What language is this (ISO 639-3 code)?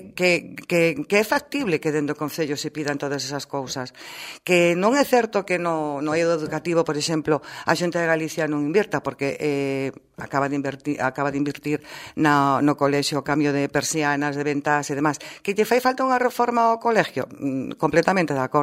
glg